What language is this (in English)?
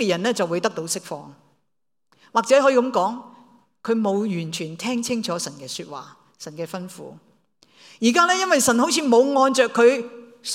Cantonese